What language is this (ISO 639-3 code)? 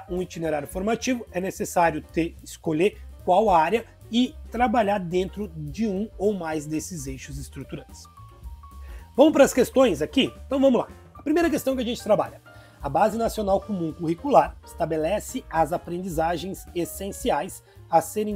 por